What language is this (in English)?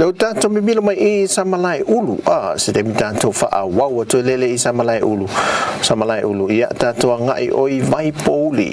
Samoan